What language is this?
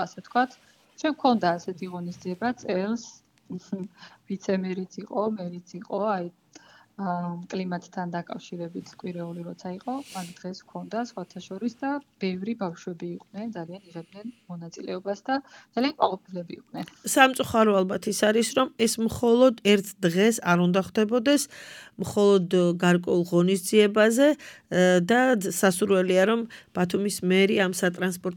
Georgian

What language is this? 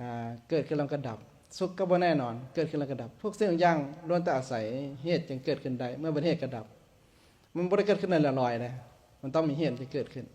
Lao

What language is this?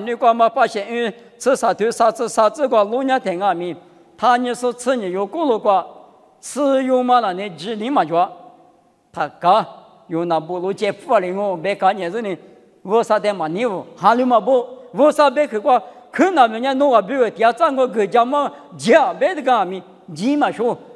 Lisu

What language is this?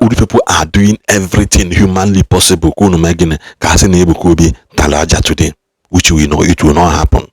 Igbo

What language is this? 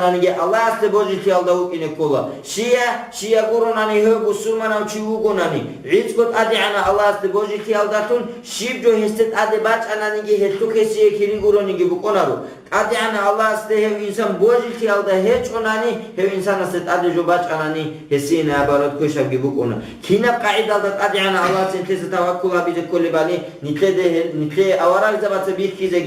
Avaric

